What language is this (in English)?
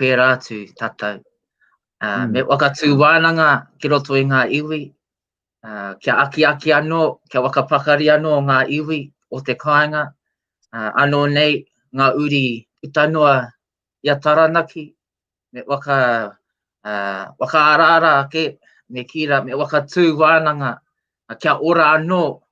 Māori